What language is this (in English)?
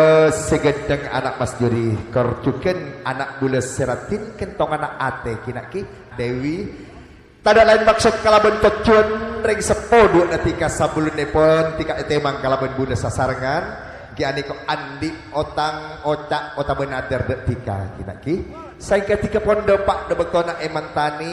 Madurese